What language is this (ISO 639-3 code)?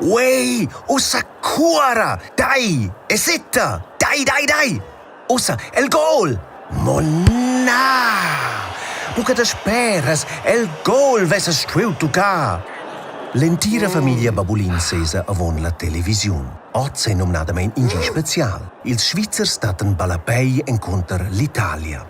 roh